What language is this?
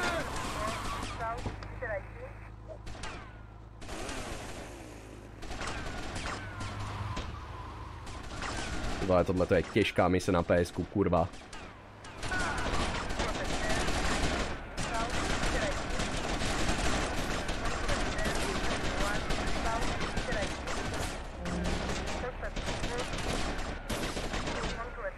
Czech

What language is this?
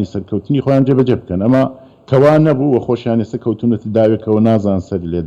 Central Kurdish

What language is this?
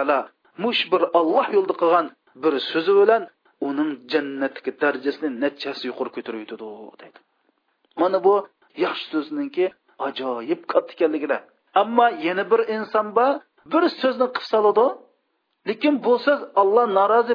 Uyghur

